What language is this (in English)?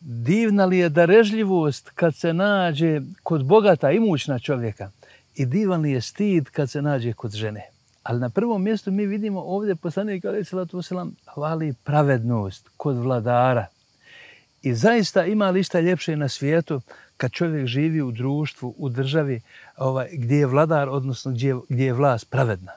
Bosnian